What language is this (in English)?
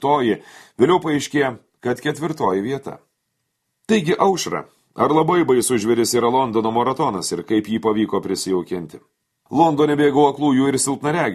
Lithuanian